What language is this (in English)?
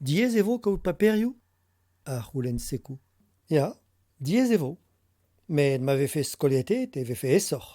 Breton